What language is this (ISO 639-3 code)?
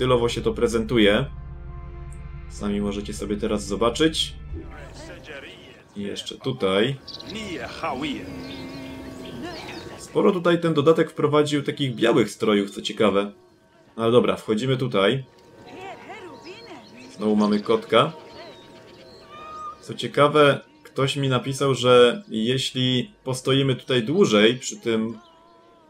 pol